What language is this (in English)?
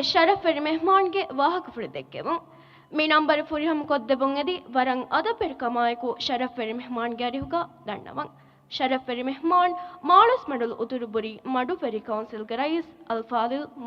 Divehi